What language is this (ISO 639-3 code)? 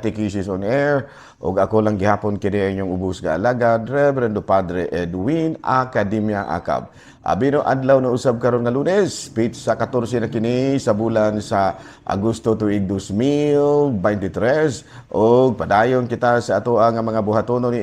ceb